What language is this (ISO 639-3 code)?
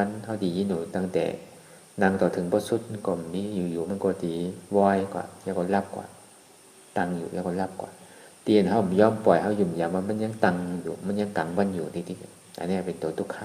shn